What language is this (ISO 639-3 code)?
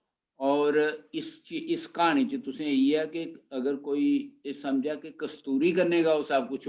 doi